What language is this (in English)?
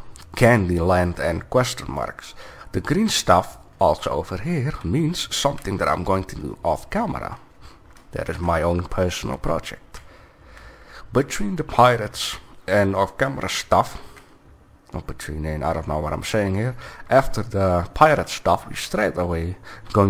English